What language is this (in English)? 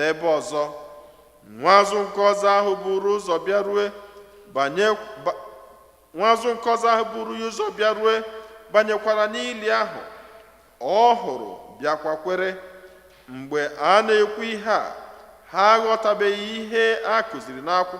Igbo